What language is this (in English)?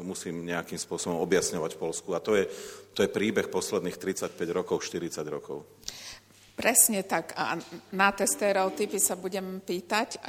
Slovak